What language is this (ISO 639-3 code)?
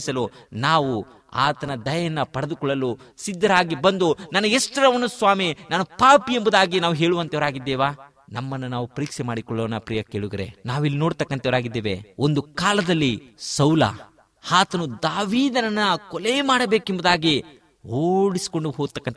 kan